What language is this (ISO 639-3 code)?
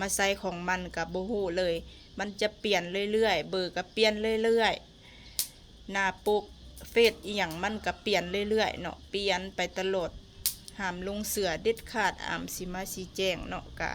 lao